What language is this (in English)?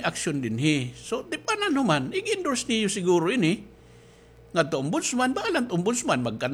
Waray